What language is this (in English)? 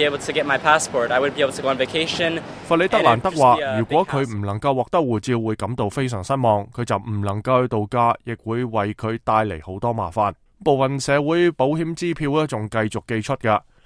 Cantonese